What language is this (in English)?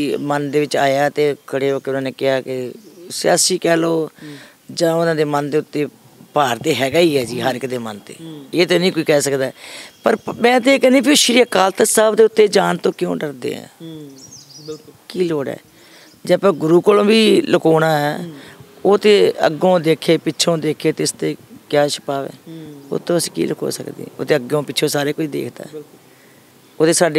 Punjabi